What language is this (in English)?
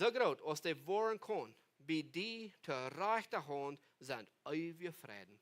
Plautdietsch